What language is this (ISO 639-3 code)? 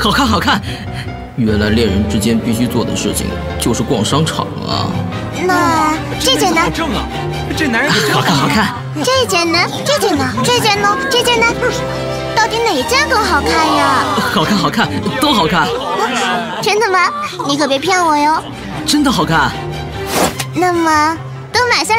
zho